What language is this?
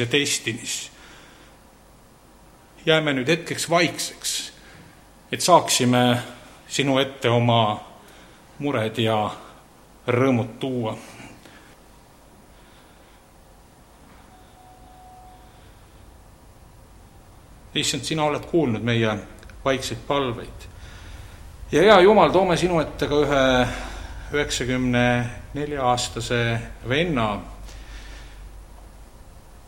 Estonian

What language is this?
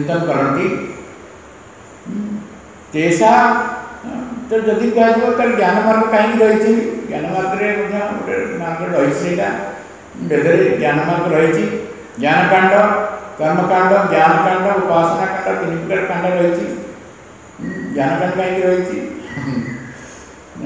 Odia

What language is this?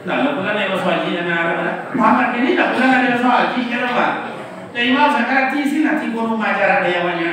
Minangkabau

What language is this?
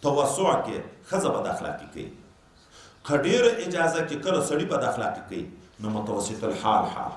Pashto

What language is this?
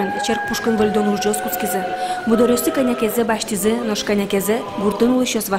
Udmurt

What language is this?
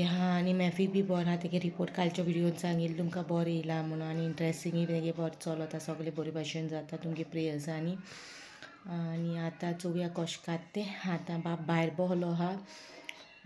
Konkani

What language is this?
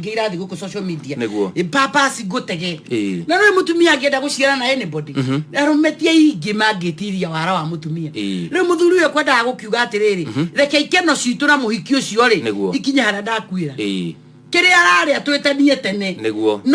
Kikuyu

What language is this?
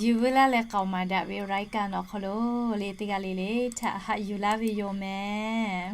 Lahu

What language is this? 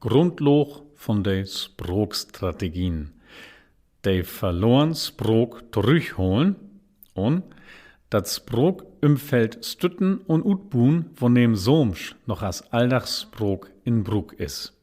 Low German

